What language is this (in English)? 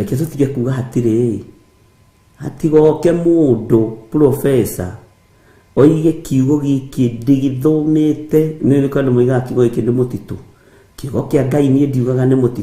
Kikuyu